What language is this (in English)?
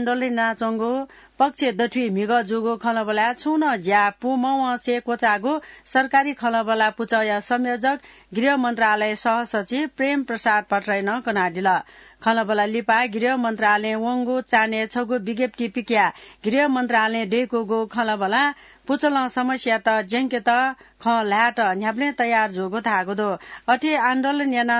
Newari